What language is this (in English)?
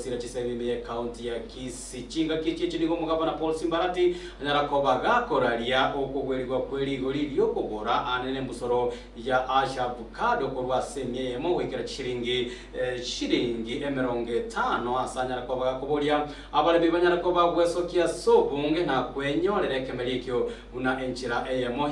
Gusii